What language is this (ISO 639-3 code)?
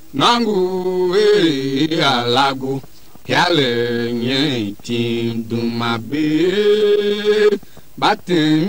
tiv